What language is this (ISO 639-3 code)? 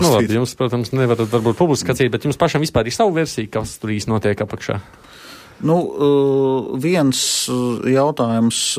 lav